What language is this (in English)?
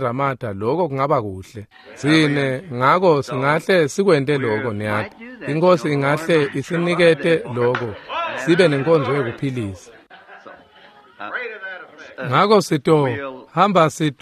Swati